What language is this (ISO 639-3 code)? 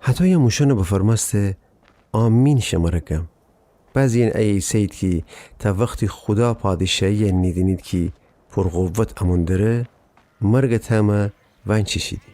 glk